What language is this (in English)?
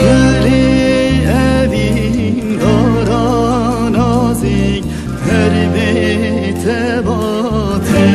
Kurdish